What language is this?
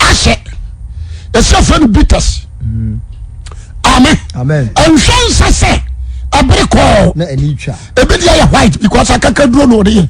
Akan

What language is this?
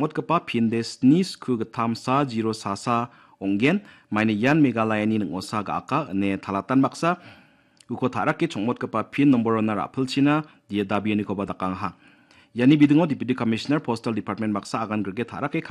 Garo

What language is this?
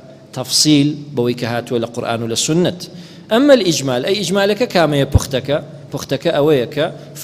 Central Kurdish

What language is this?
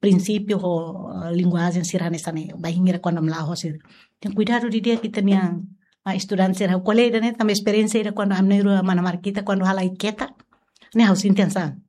Tetum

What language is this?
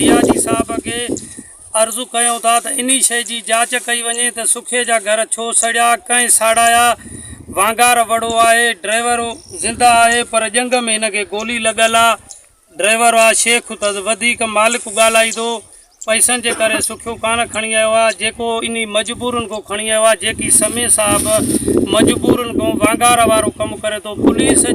Sindhi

